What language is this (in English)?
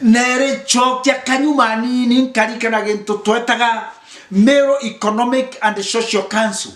Meru